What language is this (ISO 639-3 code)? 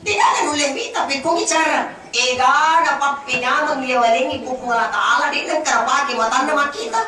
bug